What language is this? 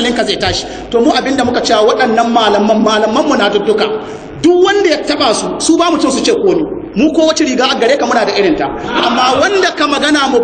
Hausa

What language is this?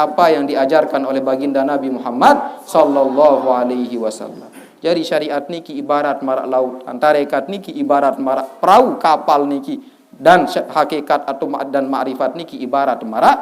Sasak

